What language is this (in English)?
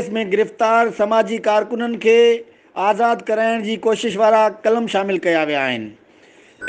Sindhi